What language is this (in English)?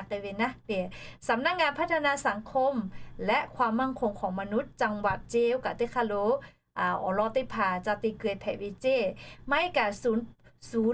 Lahu